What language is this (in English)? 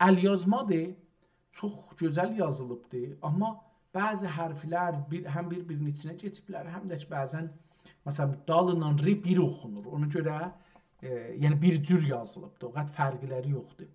South Azerbaijani